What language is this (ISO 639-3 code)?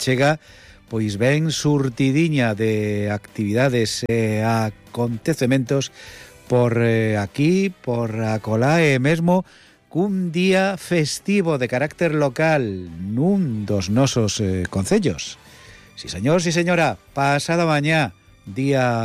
glg